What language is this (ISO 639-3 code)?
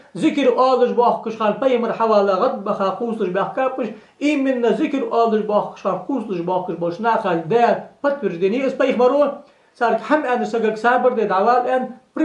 inh